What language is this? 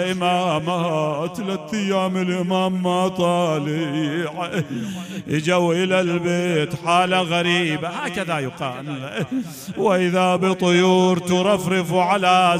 Mesopotamian Arabic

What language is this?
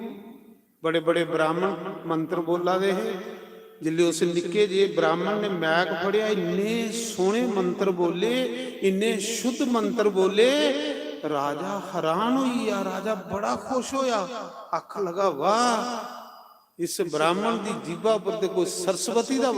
Dogri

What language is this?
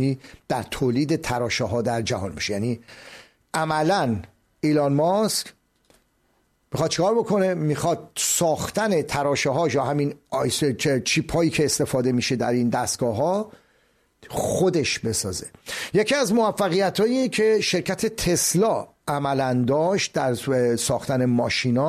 Persian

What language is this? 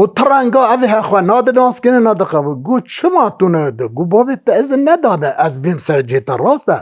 Kurdish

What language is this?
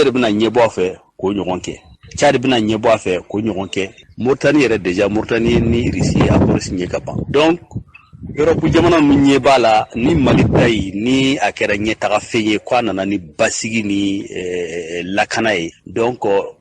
Bambara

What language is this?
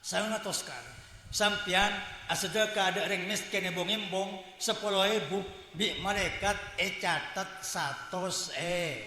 Madurese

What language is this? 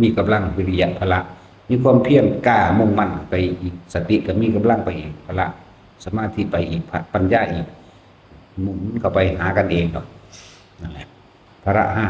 Northeastern Thai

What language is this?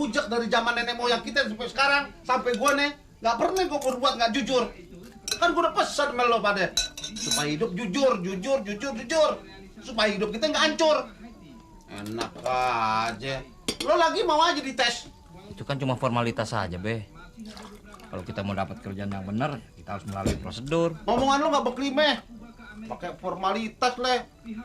Betawi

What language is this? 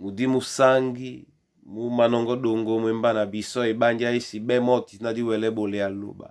Duala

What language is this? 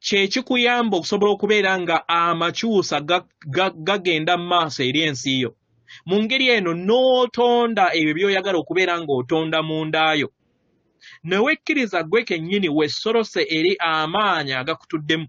Ganda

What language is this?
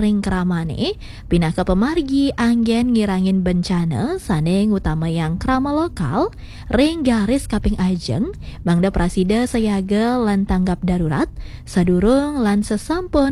Balinese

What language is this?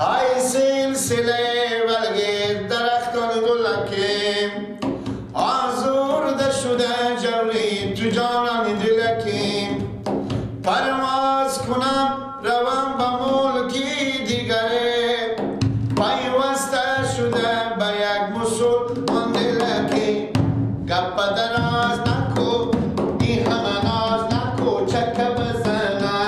Persian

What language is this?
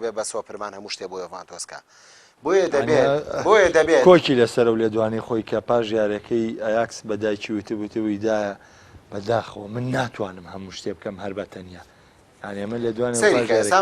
Central Kurdish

